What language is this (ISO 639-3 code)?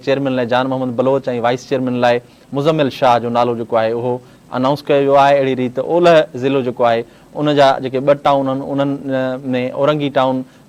snd